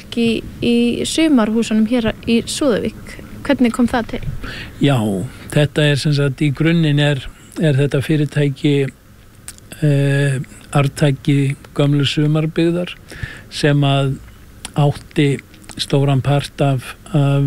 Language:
Icelandic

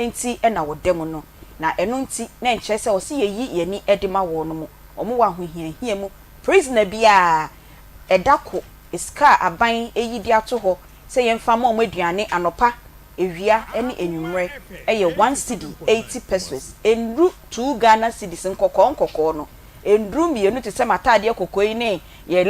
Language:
Akan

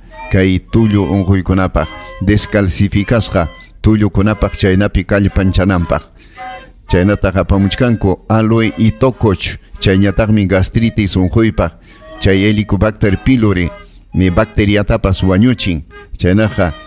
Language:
Ayacucho Quechua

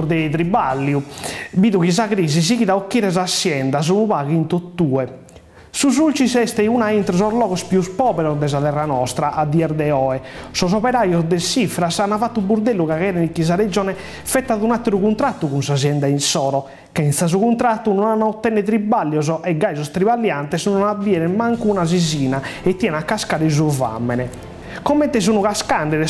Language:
Sardinian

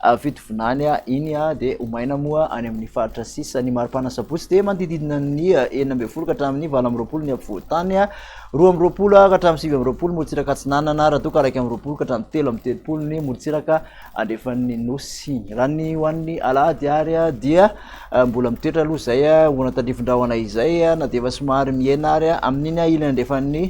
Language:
Malagasy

